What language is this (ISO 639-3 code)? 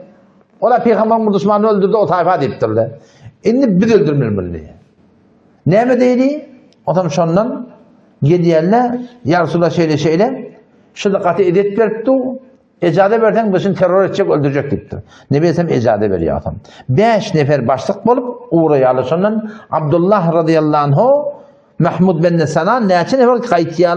tuk